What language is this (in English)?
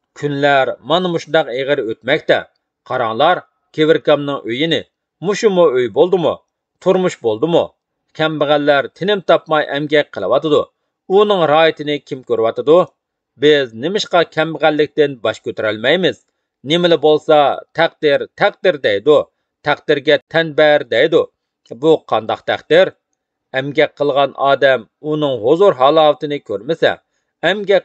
Uyghur